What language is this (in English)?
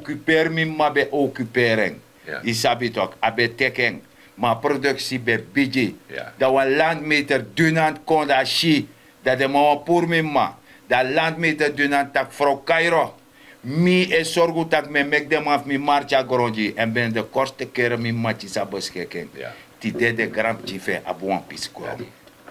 Sranan Tongo